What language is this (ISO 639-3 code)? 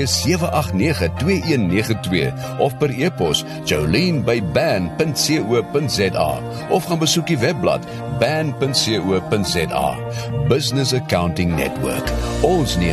afr